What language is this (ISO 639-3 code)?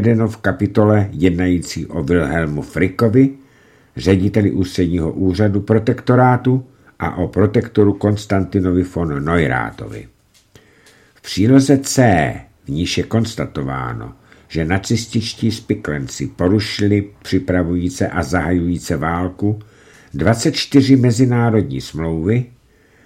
ces